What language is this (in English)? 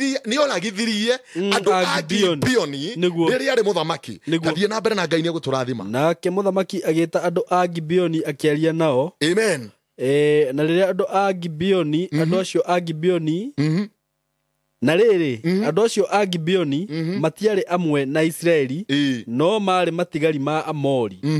Kikuyu